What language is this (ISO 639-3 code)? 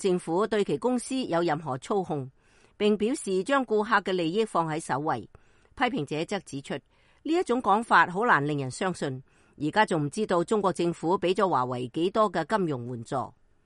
yue